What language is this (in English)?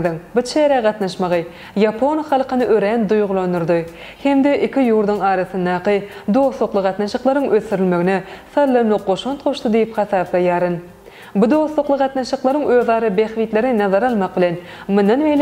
Turkmen